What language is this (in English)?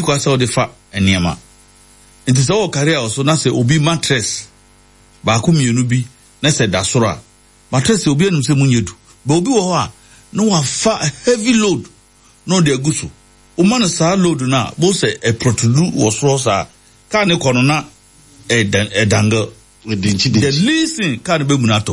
Akan